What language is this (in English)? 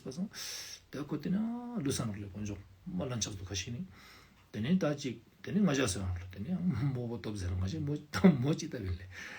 Ladakhi